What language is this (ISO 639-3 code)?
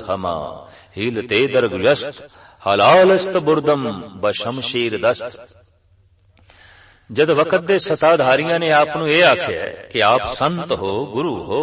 pan